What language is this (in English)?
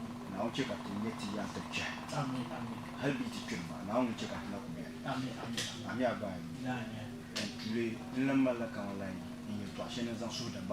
Dagbani